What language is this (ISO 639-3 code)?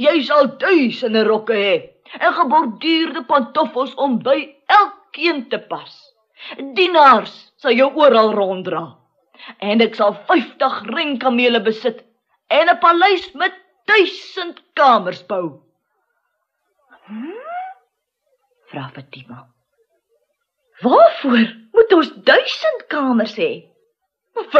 afr